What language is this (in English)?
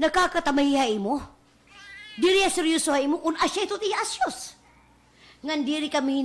Waray